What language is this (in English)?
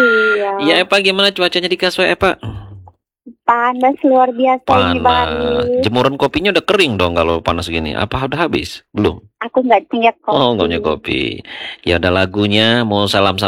Indonesian